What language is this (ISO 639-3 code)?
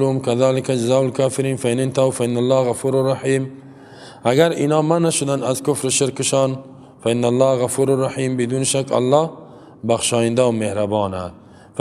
fas